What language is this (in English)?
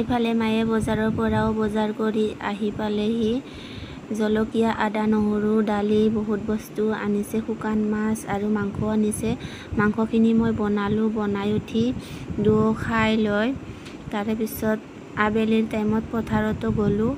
Assamese